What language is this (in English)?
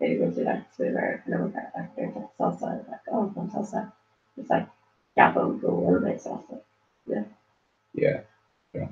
Irish